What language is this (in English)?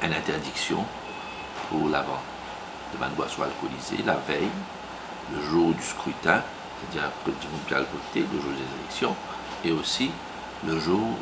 Morisyen